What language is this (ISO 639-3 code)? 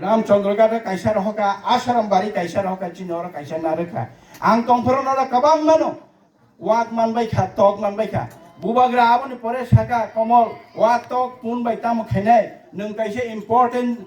trp